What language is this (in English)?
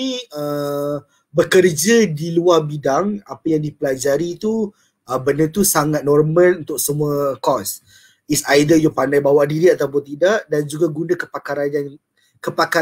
Malay